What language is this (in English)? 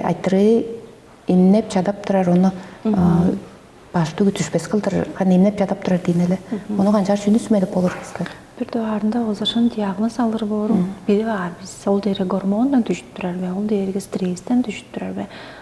Tuvinian